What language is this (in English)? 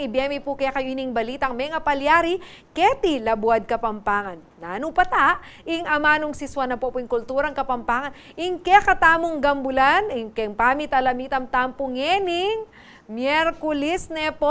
Pampanga